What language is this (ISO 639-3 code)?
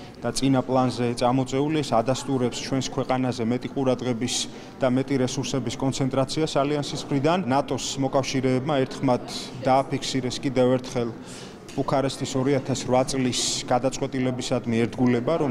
kat